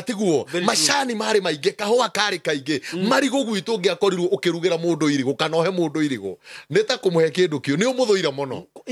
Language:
Kikuyu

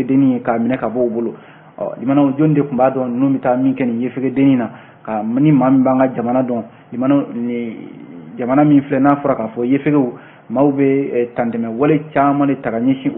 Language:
Bambara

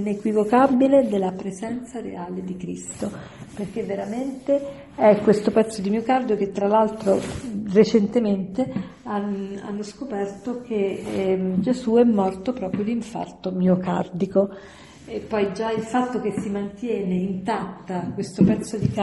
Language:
Italian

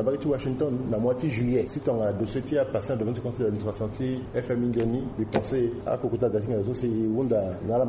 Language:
Sango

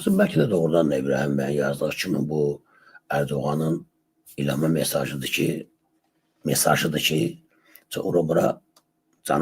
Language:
Azerbaijani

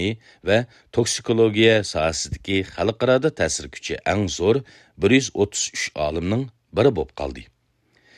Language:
Uyghur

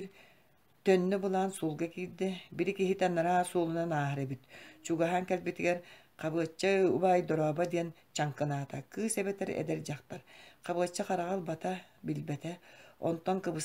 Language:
Yakut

